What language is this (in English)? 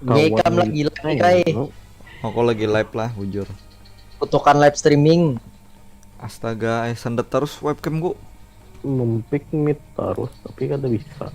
Banjar